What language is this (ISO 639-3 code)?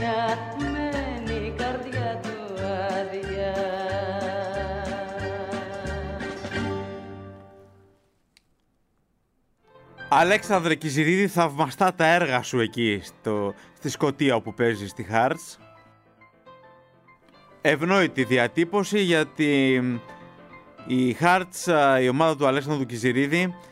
ell